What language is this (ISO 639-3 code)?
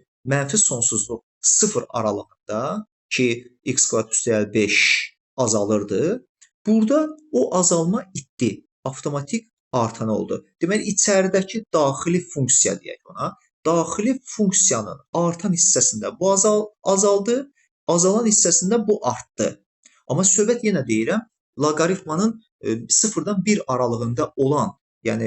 aze